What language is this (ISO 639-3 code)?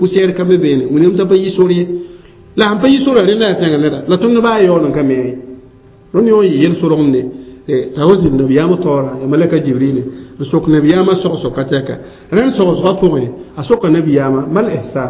mos